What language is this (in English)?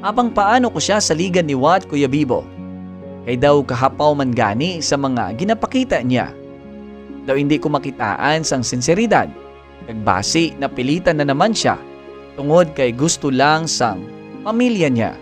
Hiligaynon